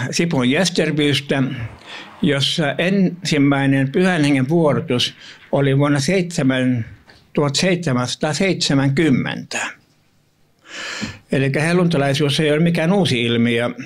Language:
Finnish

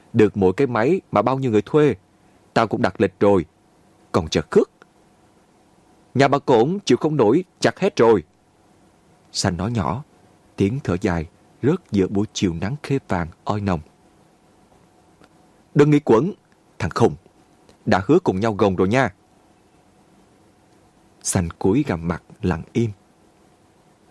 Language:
Vietnamese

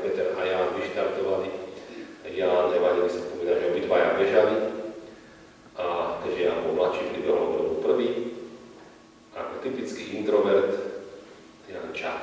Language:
Slovak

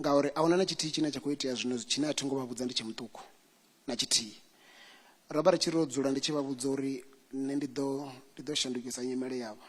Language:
Venda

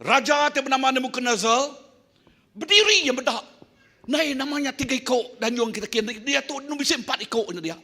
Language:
Iban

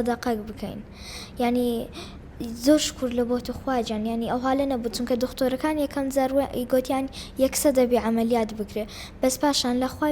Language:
Central Kurdish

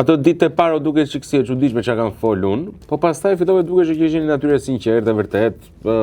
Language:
Albanian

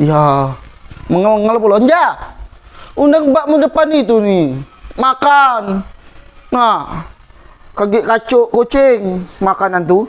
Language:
Musi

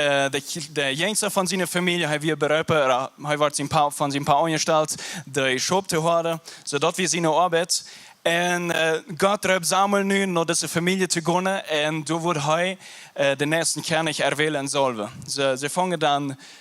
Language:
Plautdietsch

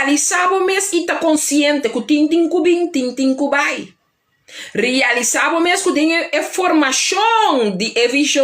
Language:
Papiamento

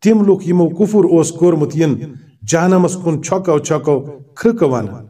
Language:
Kashmiri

